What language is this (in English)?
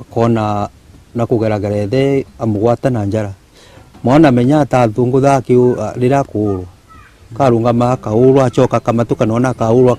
Meru